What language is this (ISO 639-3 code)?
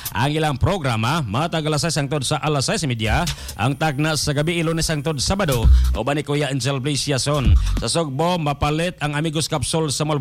ceb